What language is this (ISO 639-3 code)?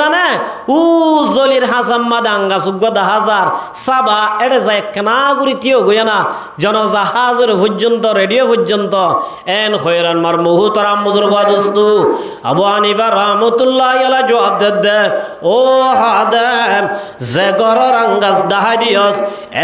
rhg